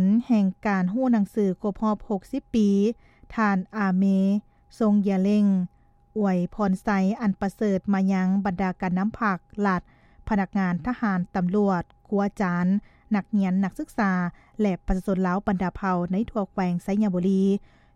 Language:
Lao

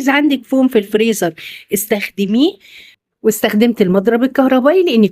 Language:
Egyptian Arabic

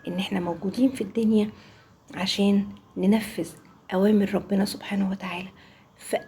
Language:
Egyptian Arabic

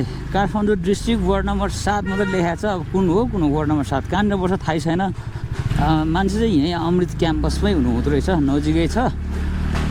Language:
Nepali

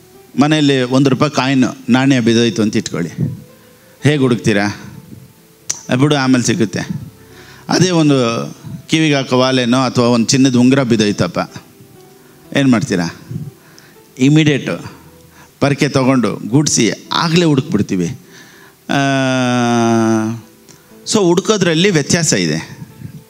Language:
Kannada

